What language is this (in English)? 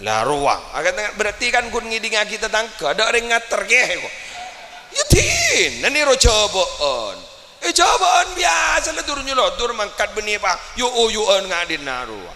Madurese